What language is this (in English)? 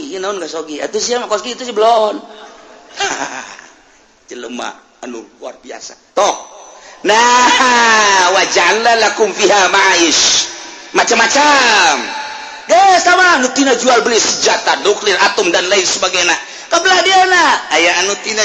Sundanese